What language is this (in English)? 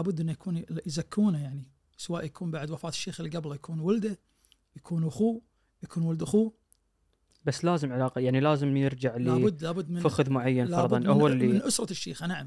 Najdi Arabic